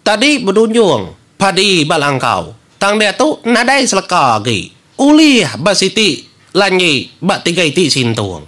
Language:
Iban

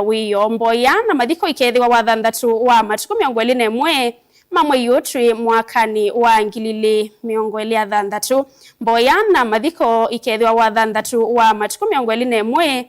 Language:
Kamba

